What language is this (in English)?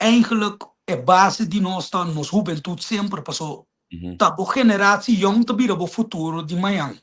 Papiamento